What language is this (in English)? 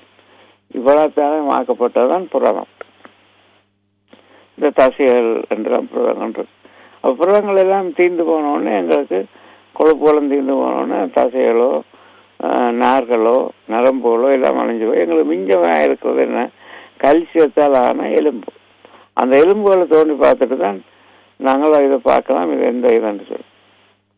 Tamil